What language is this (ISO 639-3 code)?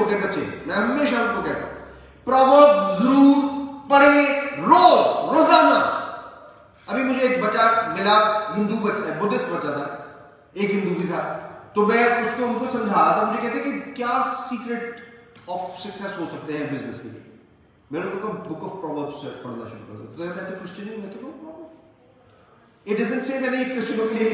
hin